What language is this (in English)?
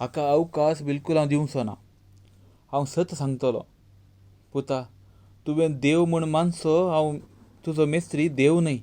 Konkani